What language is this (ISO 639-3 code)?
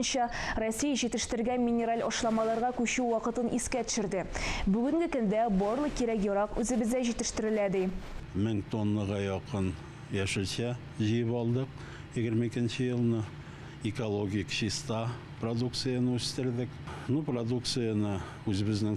tat